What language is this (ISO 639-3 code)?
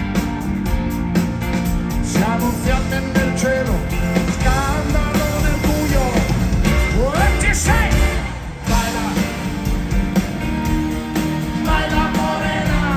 ita